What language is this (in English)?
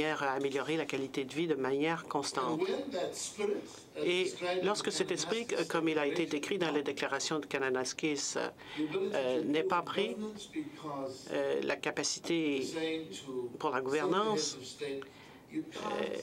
French